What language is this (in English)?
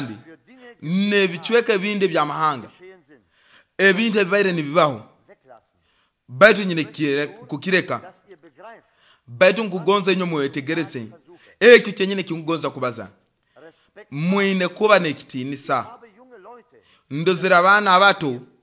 Nyoro